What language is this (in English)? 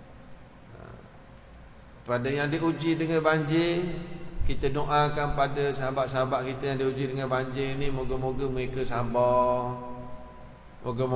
Malay